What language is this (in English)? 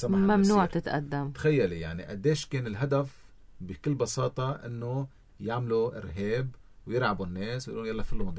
North Levantine Arabic